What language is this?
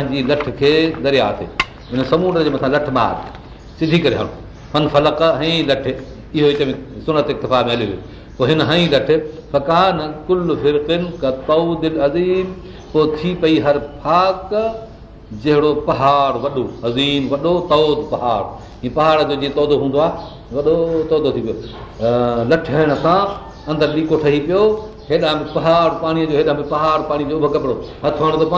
Sindhi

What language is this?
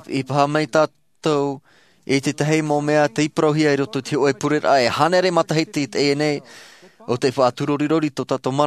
Tahitian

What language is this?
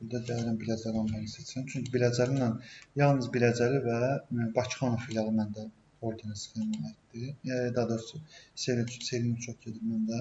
Azerbaijani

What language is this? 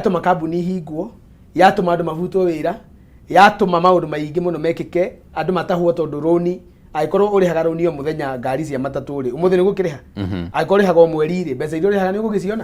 Kikuyu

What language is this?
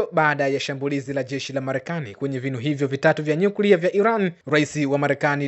Swahili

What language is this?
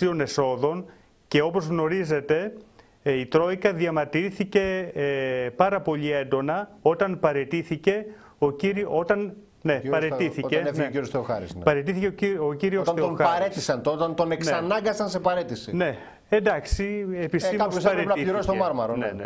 Greek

